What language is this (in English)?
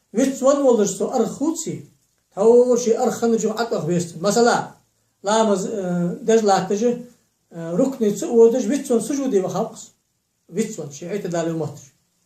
Ingush